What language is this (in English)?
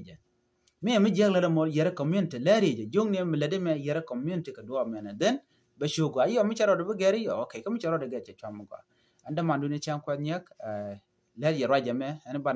Nuer